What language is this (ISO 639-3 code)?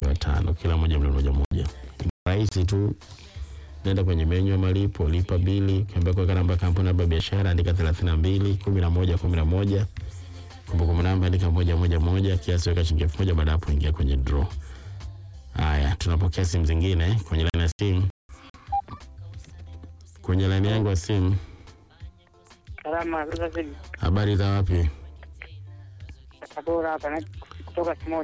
swa